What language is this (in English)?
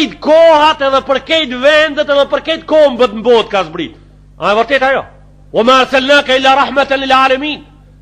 Albanian